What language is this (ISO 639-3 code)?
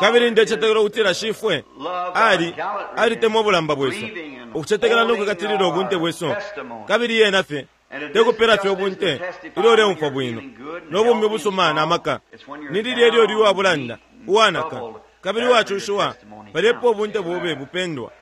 bem